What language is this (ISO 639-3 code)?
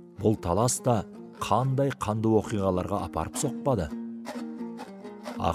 kaz